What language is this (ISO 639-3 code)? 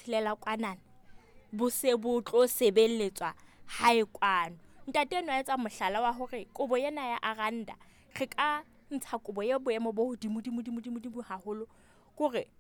sot